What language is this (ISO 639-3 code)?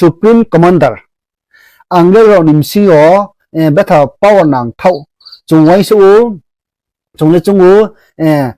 ria